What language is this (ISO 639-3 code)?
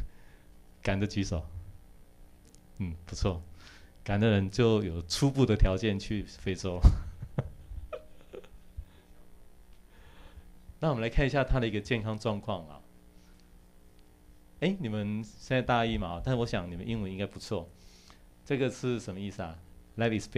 zho